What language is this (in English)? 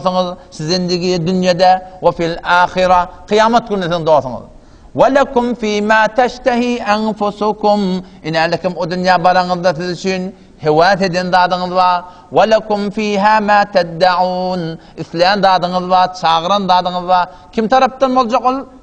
Turkmen